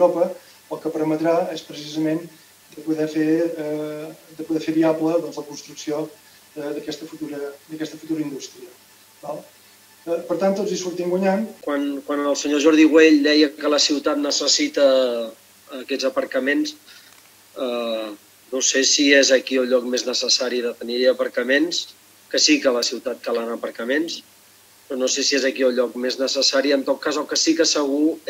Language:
Catalan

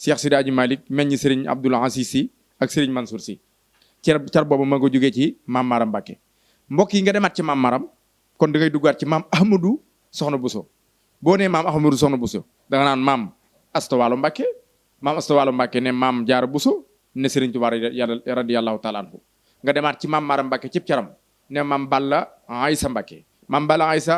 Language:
Wolof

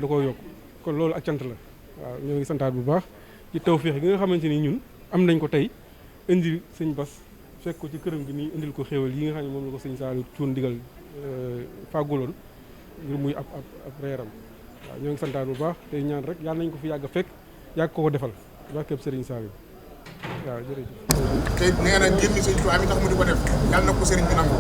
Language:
Wolof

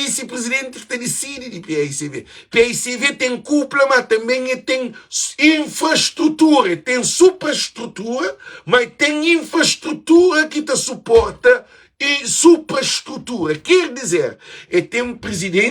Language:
Kabuverdianu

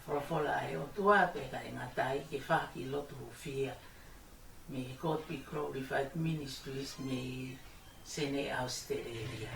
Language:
Tongan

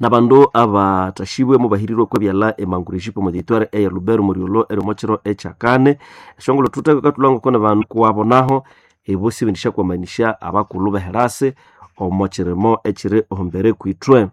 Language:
Nande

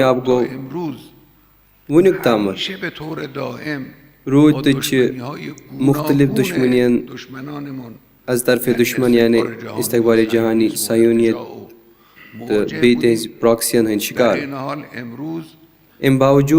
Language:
Kashmiri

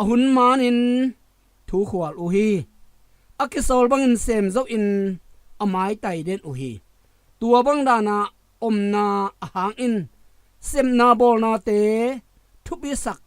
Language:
Tedim Chin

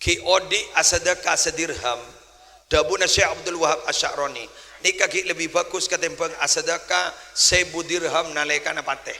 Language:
Madurese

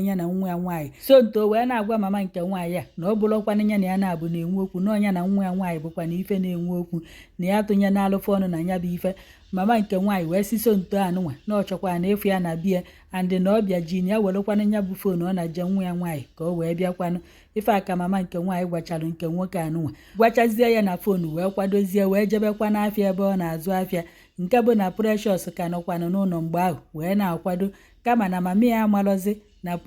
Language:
Igbo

